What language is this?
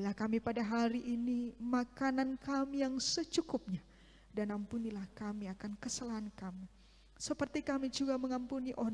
Indonesian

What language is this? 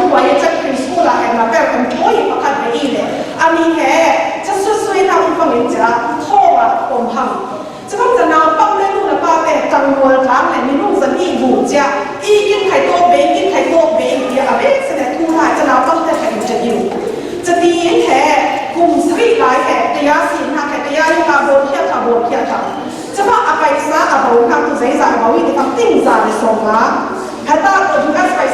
Falam Chin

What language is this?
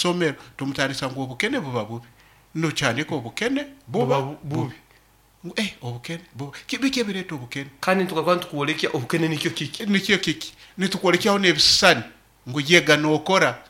Nyankole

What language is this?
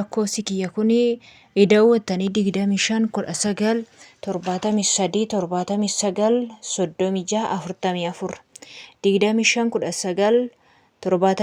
Oromo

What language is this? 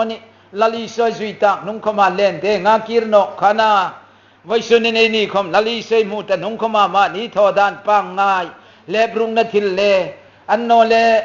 Hmar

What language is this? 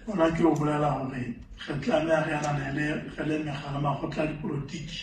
Southern Sotho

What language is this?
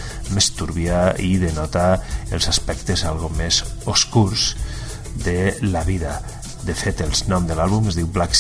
Catalan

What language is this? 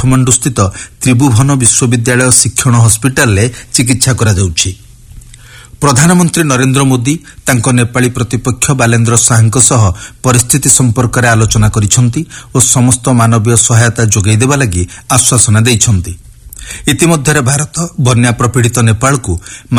Odia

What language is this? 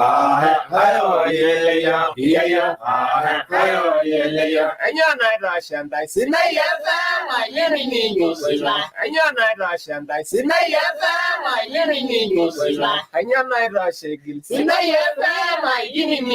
Masai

